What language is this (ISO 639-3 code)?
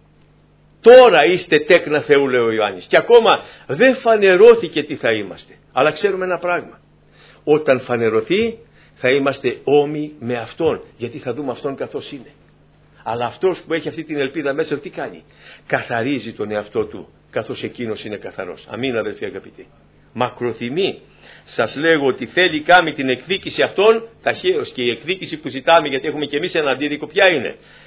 ell